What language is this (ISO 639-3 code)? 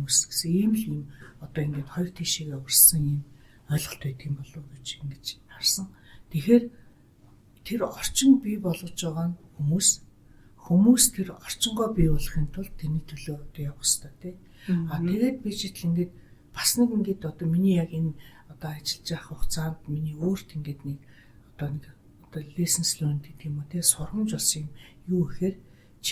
mon